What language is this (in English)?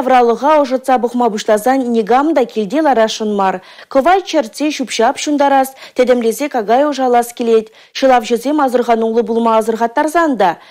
Chuvash